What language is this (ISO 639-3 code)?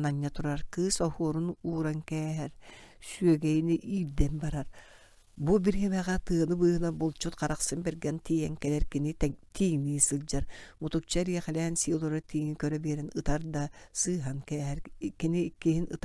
sah